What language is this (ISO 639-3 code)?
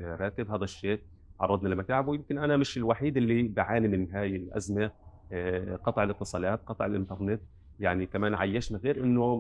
apc